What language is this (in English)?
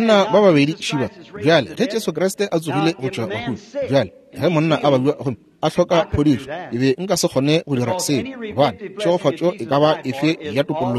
Northern Sotho